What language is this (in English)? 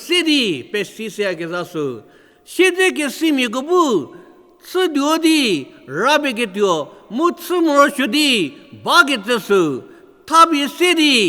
Angami Naga